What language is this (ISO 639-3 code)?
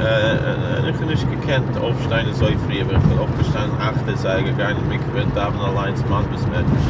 yid